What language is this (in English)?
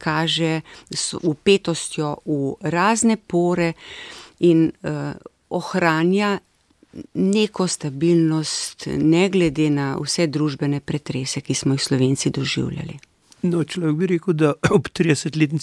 Slovenian